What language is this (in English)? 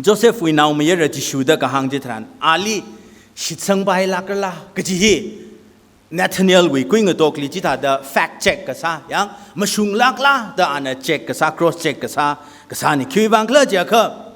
Tangkhul Naga (India)